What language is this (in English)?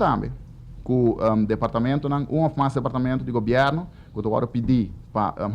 Papiamento